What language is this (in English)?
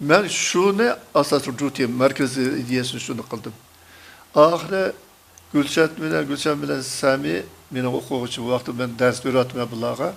Uyghur